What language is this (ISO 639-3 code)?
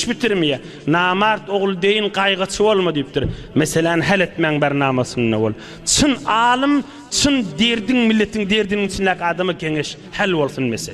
tuk